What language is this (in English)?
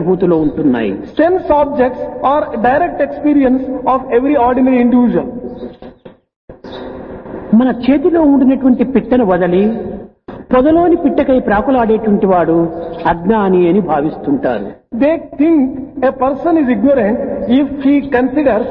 Telugu